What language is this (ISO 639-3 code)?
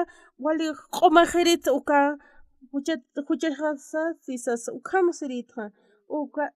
aym